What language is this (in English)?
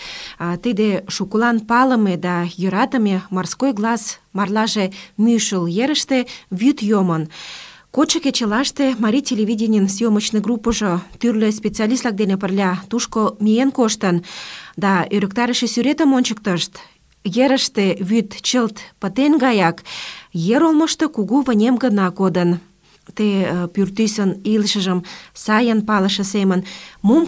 Mari